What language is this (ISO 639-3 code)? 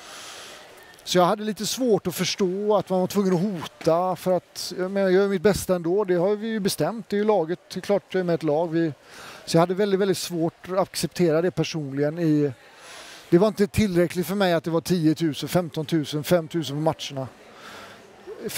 swe